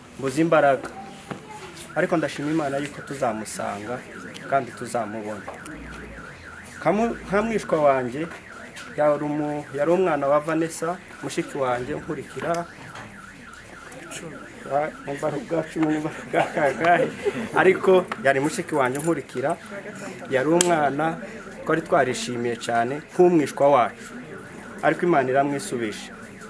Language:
Kinyarwanda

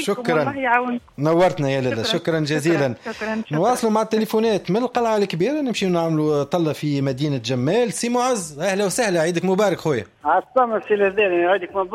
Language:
Tunisian Arabic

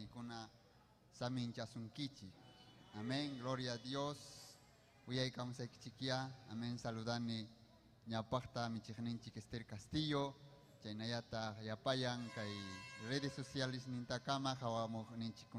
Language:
Ayacucho Quechua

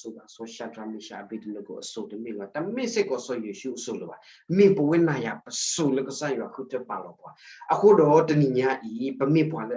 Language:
S'gaw Karen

